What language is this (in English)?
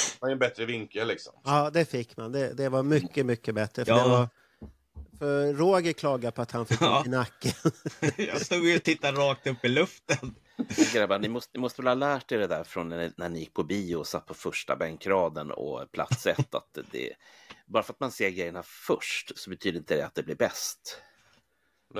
Swedish